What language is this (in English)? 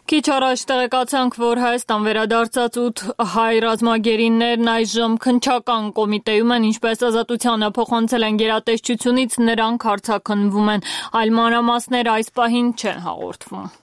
Armenian